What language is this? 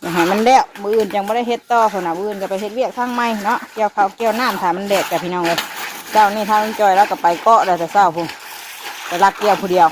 Northeastern Thai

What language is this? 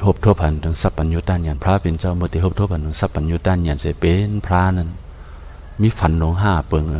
Shan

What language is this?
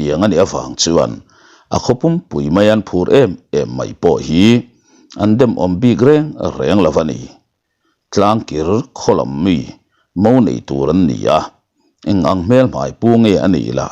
Mizo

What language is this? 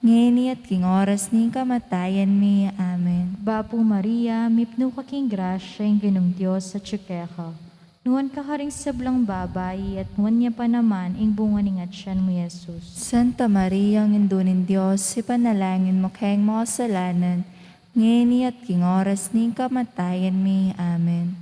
Pampanga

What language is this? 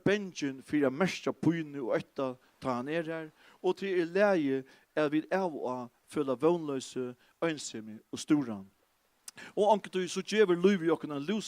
Faroese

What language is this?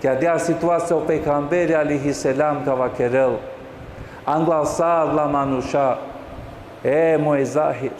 Balkan Romani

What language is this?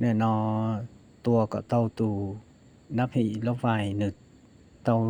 Hmong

